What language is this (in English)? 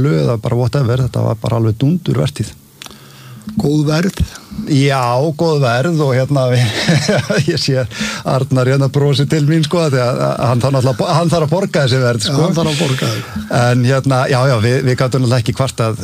Icelandic